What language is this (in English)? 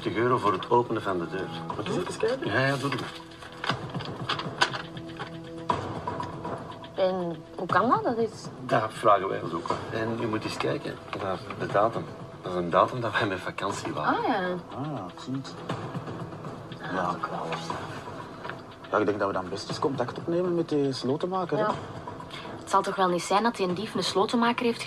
Dutch